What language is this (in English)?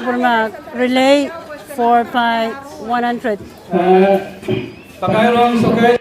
Pohnpeian